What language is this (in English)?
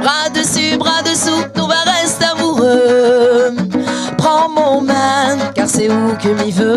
Réunion Creole French